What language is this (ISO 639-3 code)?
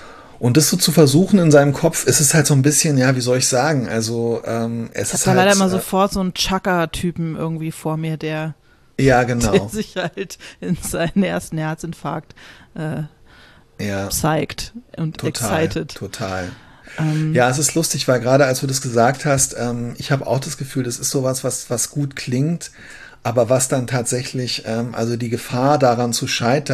deu